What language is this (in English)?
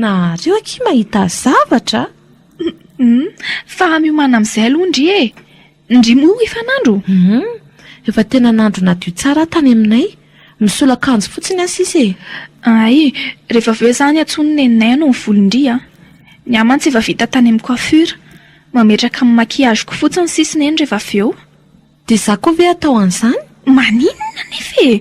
Malagasy